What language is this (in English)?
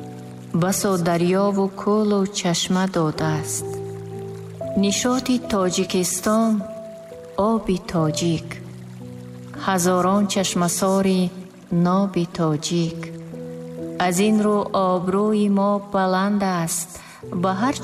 Tajik